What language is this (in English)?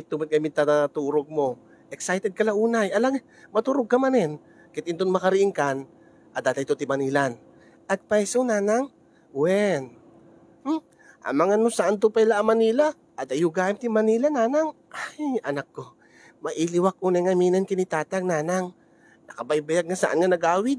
Iloko